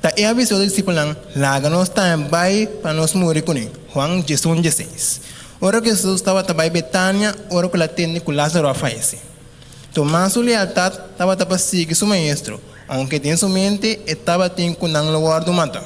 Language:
Papiamento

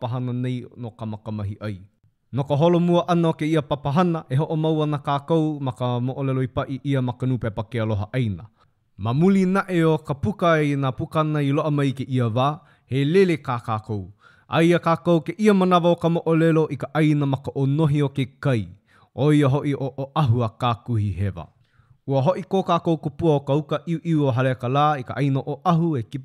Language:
Hawaiian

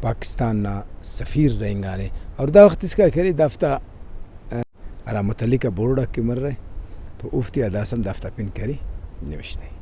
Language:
Brahui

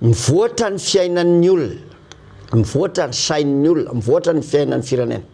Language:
Malagasy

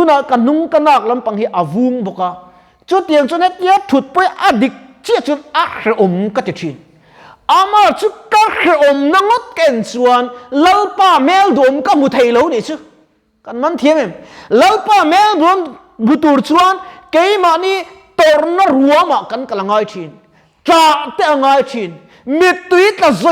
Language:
Mizo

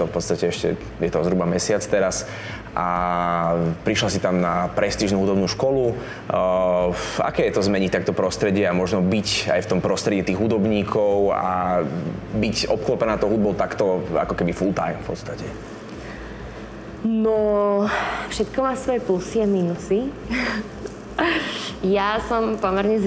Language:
Slovak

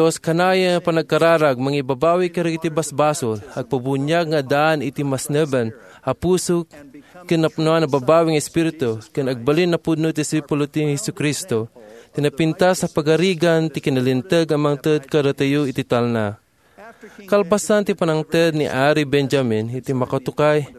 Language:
Iloko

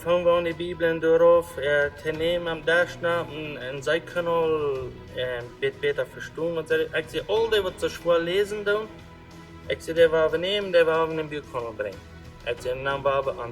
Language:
Plautdietsch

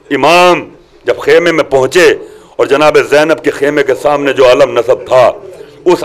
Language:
Urdu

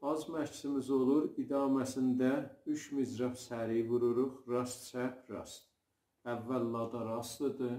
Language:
South Azerbaijani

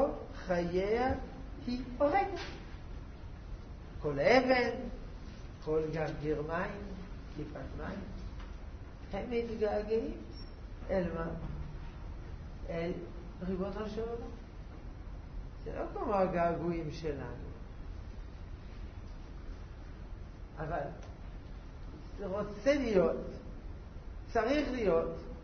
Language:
Hebrew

